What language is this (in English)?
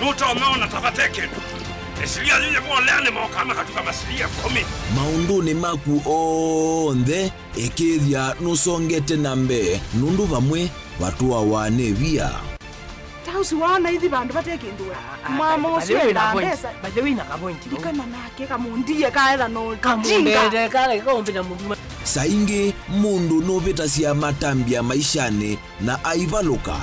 Kamba